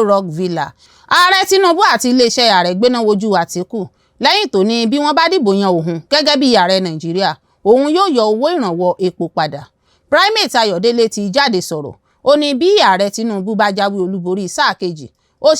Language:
Yoruba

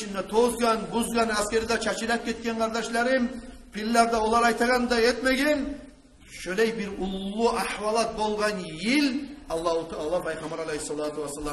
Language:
Kumyk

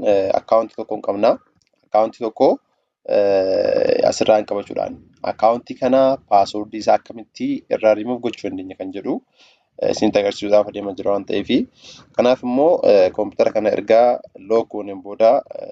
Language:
Oromo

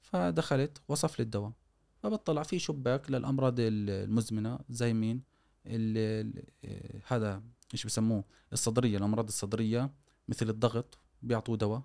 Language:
Gulf Arabic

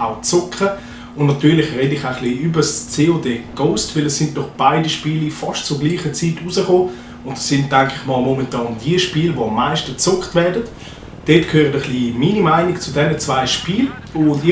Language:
Swiss German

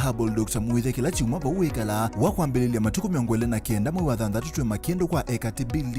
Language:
Kamba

